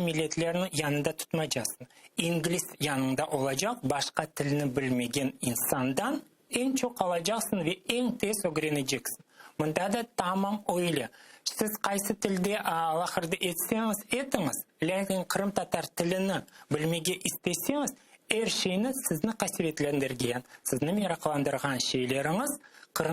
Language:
Crimean Tatar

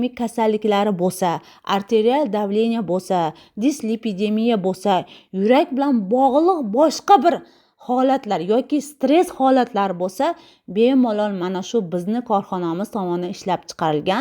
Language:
Uzbek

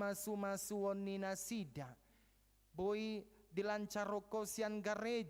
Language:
Batak Toba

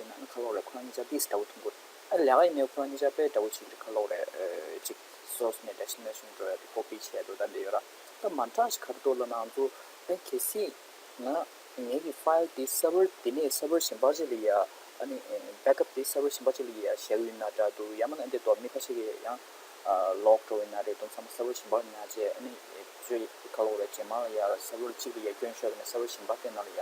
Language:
Tibetan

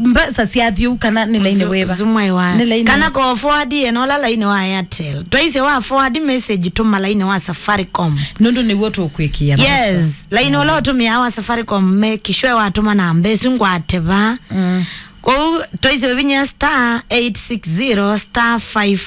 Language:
Kamba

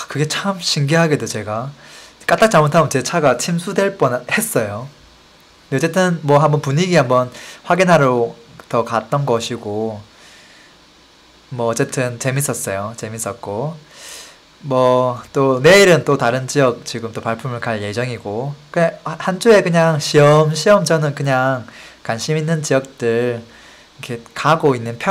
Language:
Korean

